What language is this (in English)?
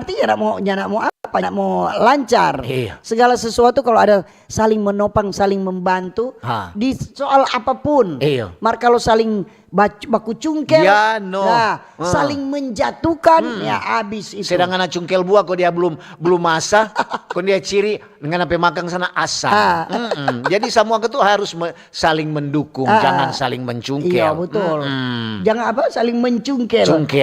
Manado Malay